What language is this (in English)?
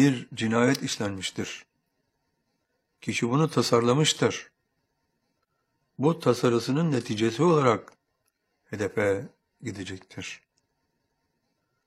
Turkish